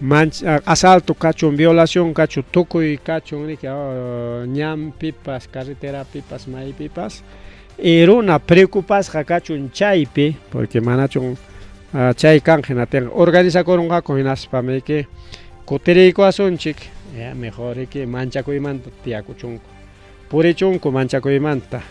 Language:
Ayacucho Quechua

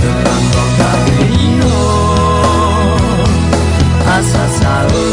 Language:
Akha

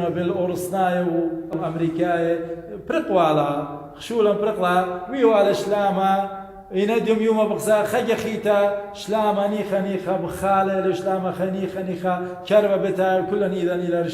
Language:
Assyrian Neo-Aramaic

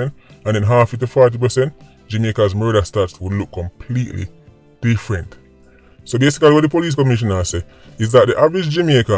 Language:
Jamaican Creole English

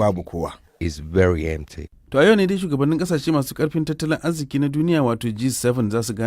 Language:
Hausa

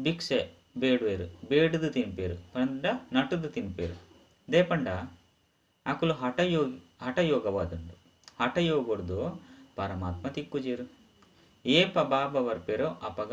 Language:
Tulu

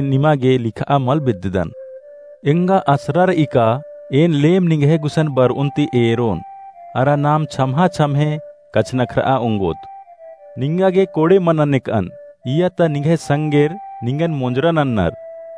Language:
Kurukh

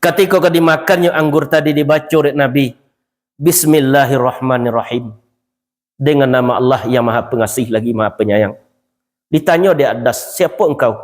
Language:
Minangkabau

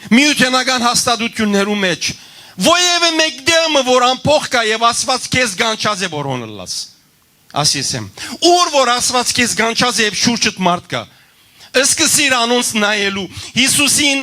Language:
Western Armenian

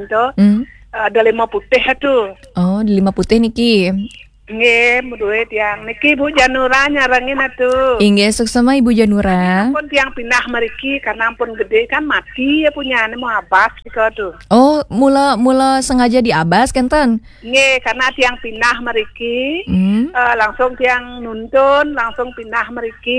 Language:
Balinese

